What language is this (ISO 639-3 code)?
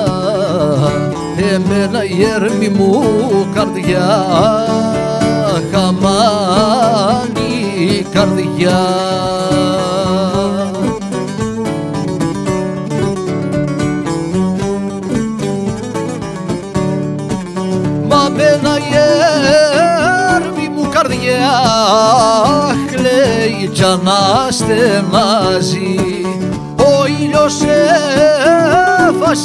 ell